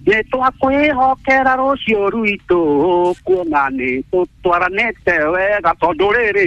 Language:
Kikuyu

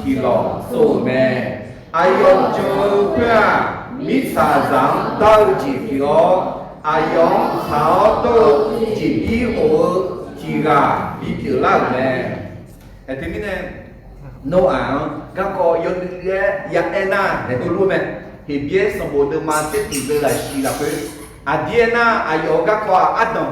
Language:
Akha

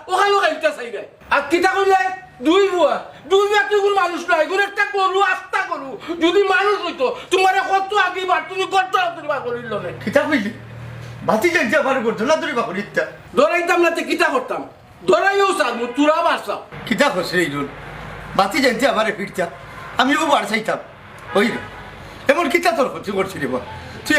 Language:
Sylheti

